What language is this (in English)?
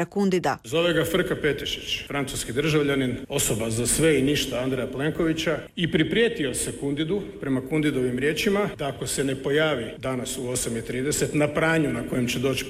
Croatian